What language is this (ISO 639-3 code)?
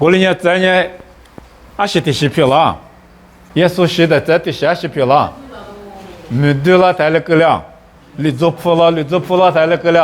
lis